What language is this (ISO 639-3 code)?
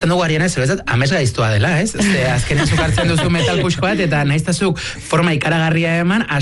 eus